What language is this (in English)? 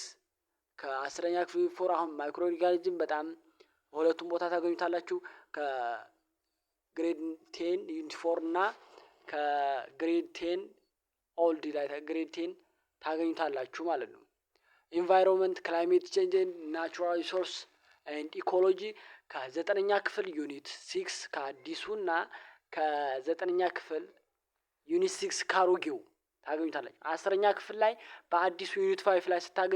Amharic